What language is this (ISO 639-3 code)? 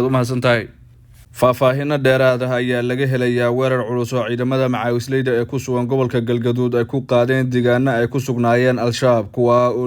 som